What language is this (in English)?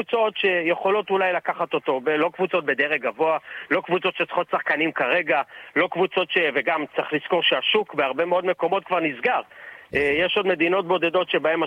Hebrew